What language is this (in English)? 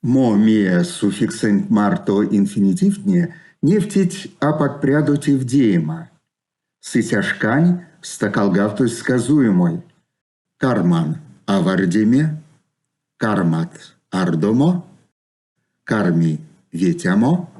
Erzya